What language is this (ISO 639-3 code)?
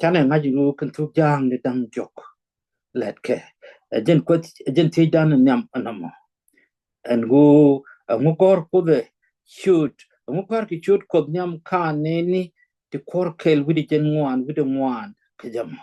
nus